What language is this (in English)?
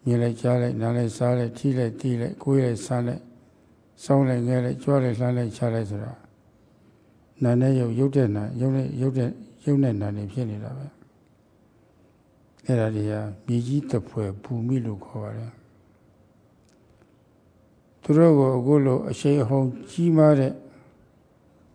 Burmese